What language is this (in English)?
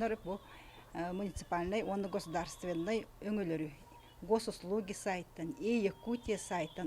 Yakut